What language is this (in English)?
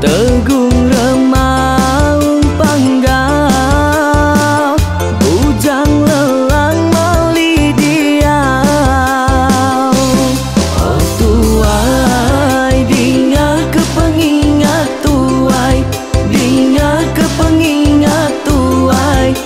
Iban